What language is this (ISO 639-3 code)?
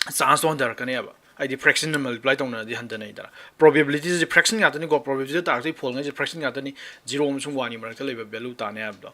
mni